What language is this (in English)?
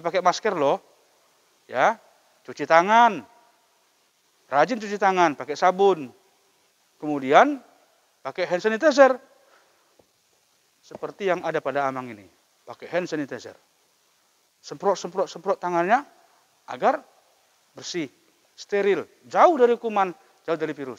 Indonesian